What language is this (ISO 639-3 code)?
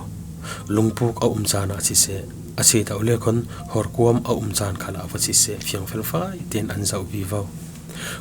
cfm